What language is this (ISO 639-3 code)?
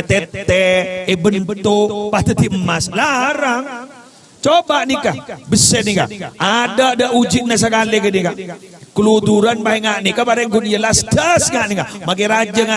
mad